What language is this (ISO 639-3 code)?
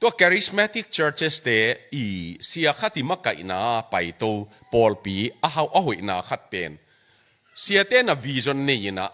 ctd